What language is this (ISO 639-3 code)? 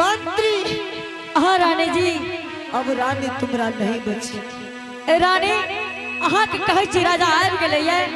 anp